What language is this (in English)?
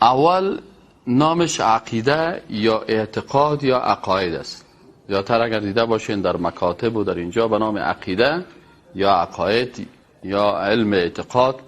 Persian